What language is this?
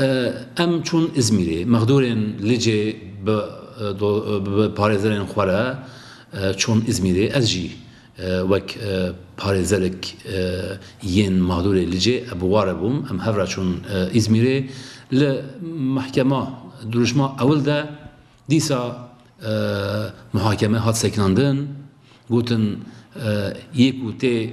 Kurdish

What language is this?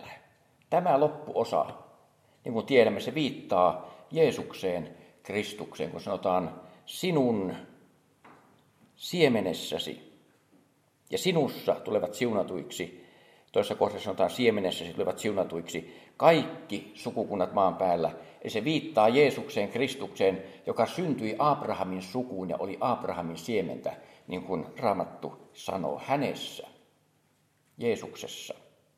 Finnish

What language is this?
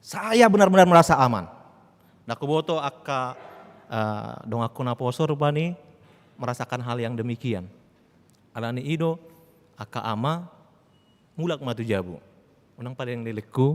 Batak Toba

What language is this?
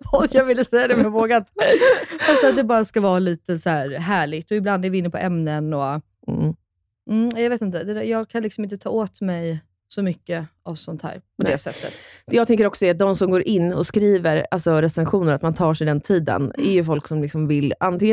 Swedish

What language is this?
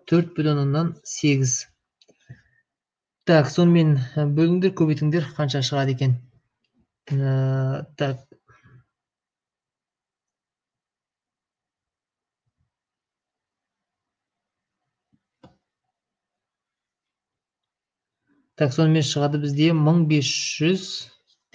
Kazakh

